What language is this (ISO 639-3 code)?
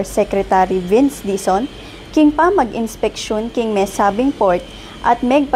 pam